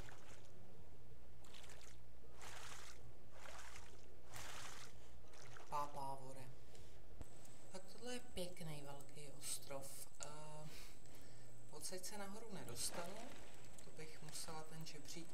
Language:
Czech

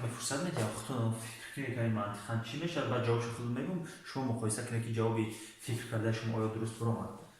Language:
Tajik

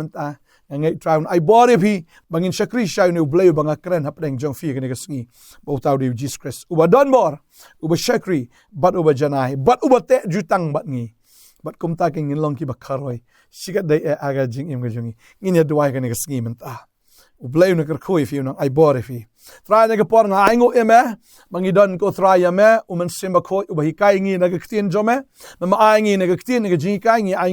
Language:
Khasi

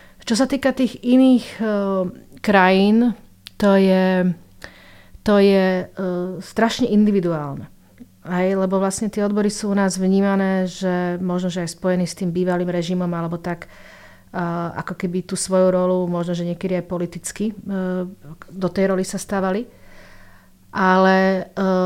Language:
Slovak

